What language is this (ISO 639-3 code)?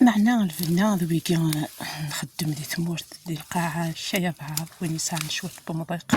kab